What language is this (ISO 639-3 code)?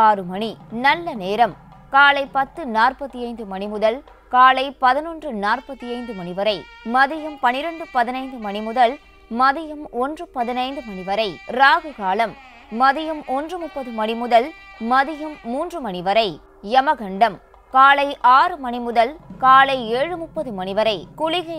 tam